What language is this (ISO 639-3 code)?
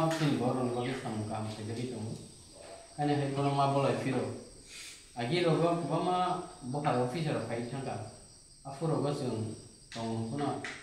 trp